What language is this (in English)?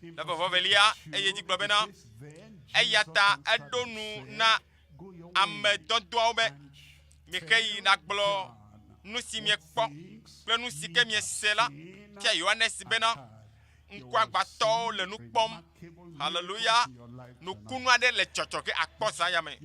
Ewe